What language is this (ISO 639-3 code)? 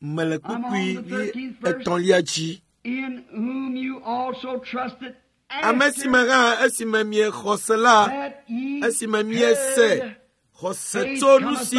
ewe